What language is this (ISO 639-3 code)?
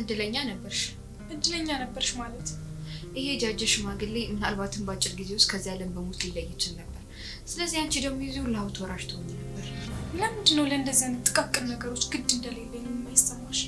amh